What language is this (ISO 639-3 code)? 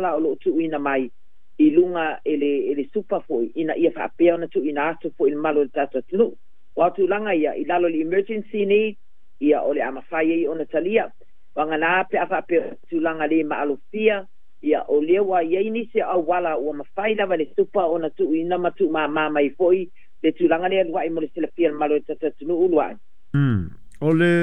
smo